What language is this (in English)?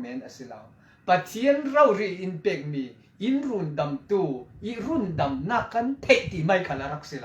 Falam Chin